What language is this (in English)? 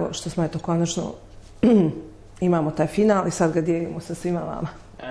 Bosnian